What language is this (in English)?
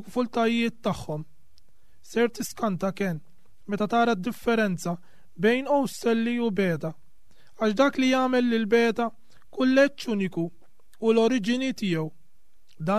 Maltese